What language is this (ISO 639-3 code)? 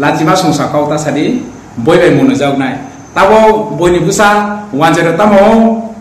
trp